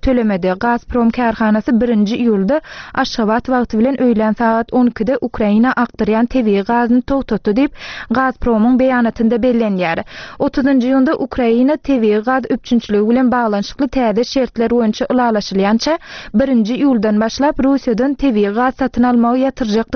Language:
Turkmen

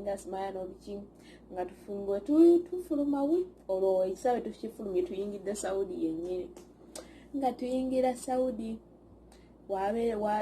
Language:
Ganda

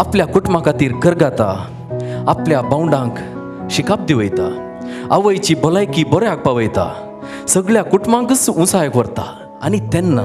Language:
Konkani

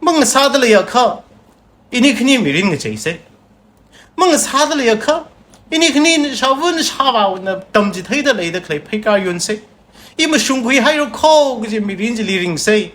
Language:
Tangkhul Naga (India)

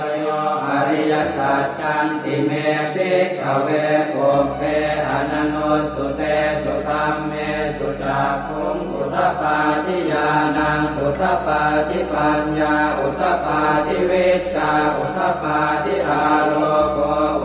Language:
Pali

